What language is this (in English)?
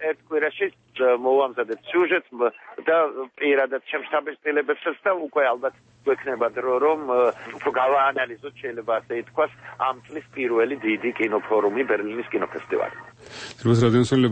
Georgian